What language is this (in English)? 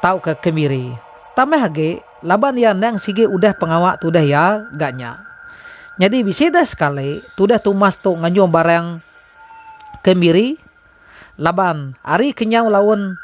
Iban